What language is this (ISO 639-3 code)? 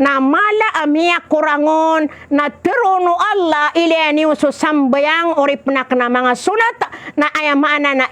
mrw